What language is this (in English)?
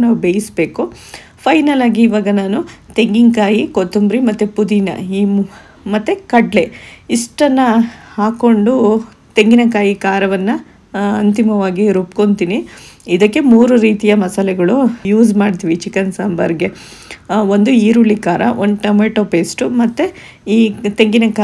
Kannada